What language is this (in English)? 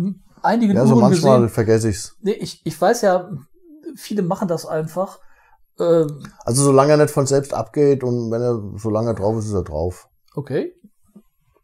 German